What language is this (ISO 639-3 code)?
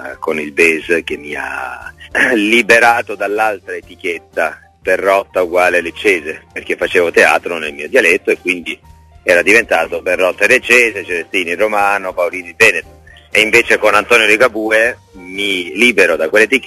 ita